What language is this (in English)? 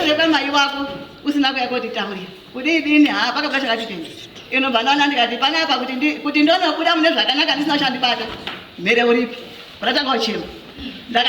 Shona